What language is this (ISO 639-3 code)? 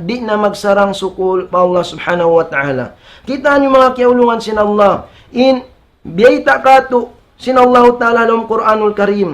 tsg